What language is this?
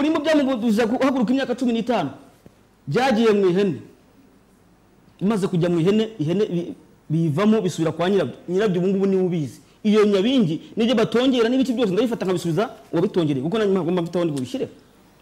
Kinyarwanda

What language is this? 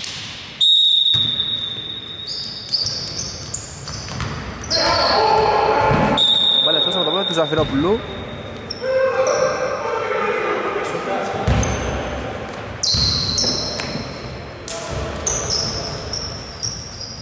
Greek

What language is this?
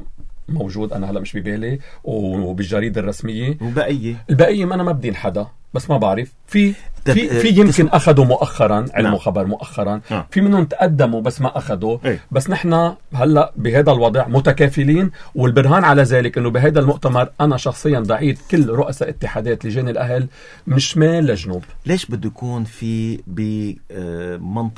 North Levantine Arabic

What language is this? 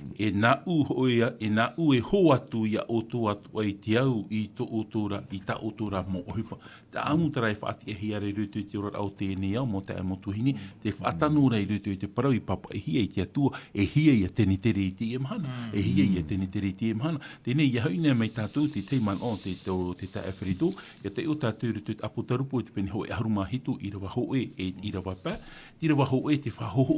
Tahitian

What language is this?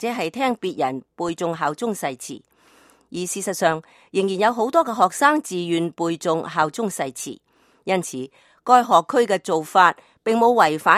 Cantonese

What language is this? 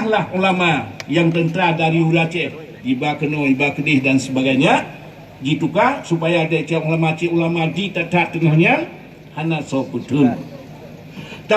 Achinese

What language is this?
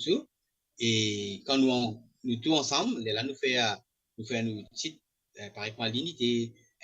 Morisyen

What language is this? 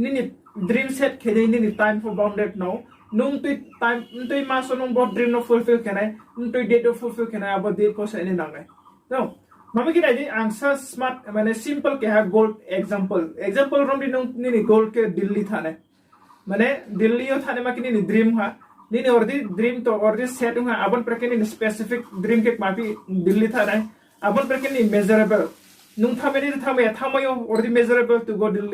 Riang (India)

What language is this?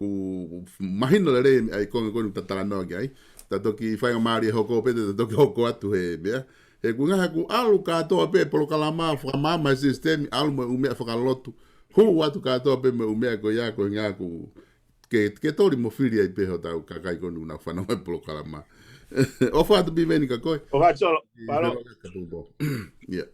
Tongan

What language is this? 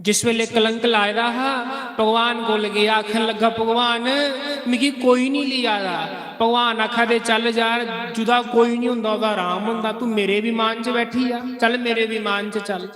Dogri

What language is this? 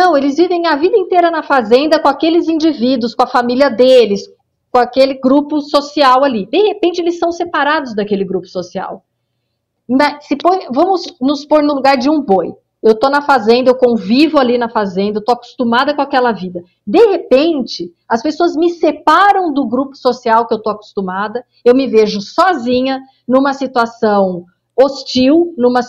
Portuguese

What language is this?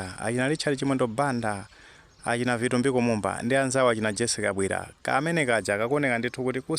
Nyanja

